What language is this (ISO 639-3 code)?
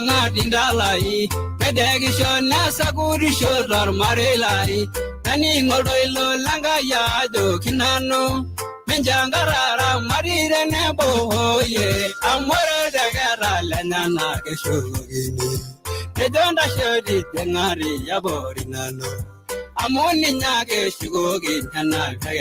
mas